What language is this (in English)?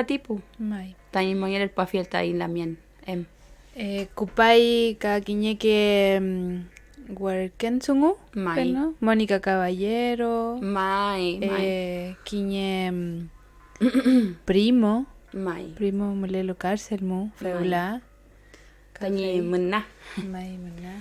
Mapuche